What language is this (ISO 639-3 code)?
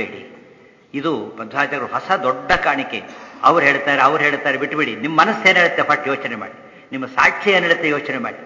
kan